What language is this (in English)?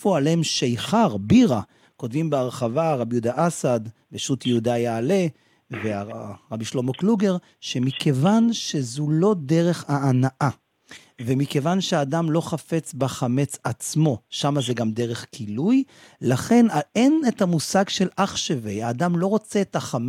Hebrew